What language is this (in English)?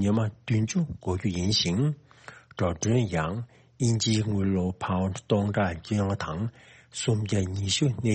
Tibetan